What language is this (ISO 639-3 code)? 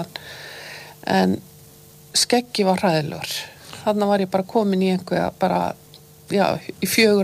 isl